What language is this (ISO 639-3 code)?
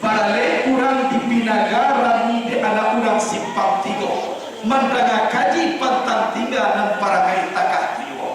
min